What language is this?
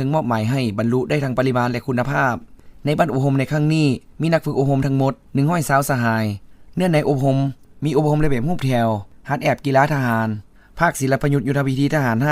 Lao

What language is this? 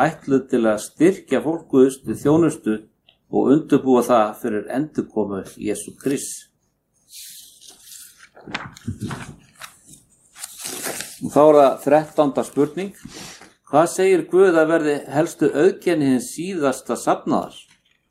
Icelandic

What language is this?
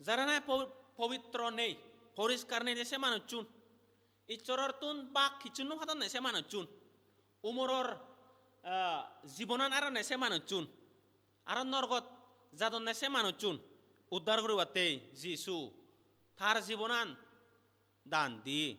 Chakma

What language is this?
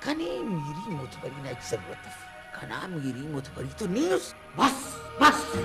Brahui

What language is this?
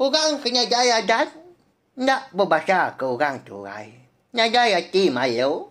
Iban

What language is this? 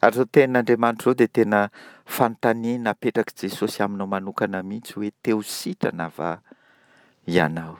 Malagasy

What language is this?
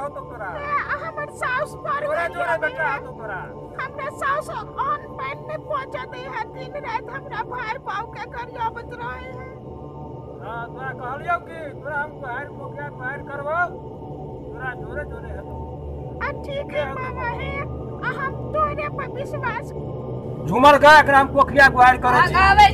Maithili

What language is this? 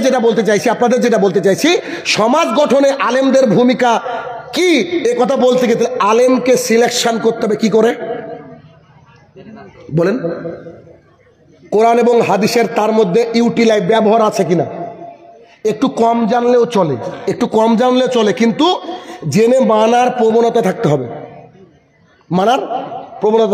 Bangla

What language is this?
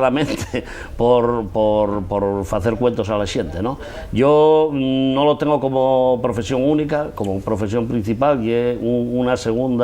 Asturian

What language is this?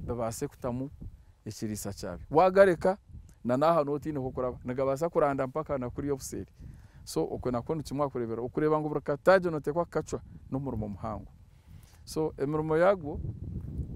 Nyankole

